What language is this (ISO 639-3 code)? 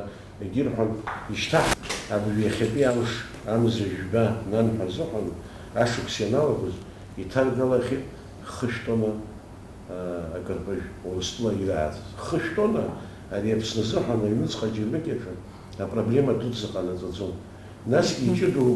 abk